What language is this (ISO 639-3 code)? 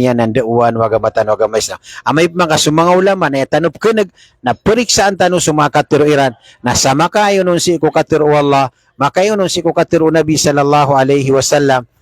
mrw